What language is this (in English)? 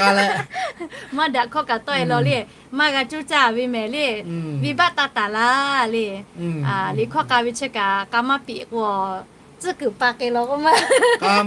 Lahu